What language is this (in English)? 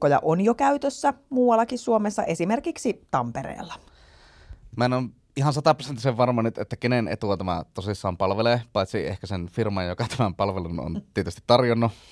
Finnish